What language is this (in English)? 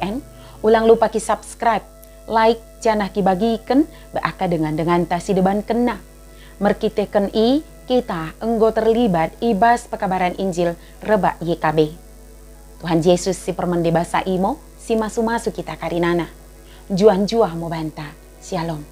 Batak Dairi